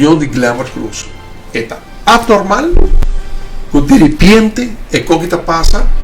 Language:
Papiamento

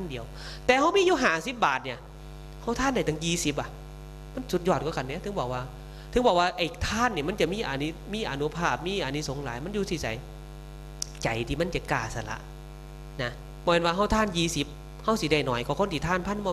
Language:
Northeastern Thai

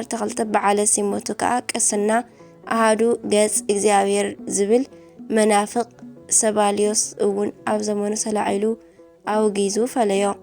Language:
Tigrinya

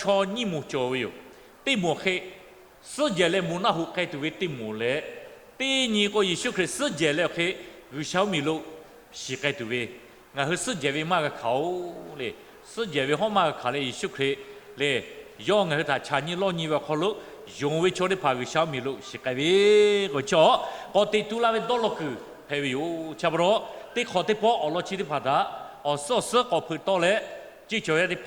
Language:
Lahu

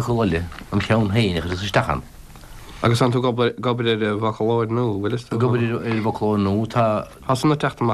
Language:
Irish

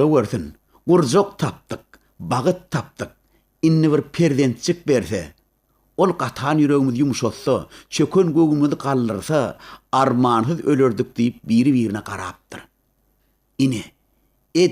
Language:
Turkmen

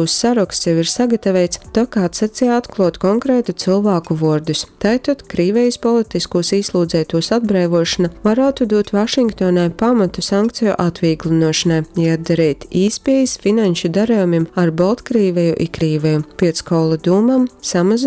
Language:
Latgalian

